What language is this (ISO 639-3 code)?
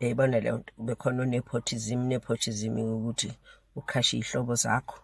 zul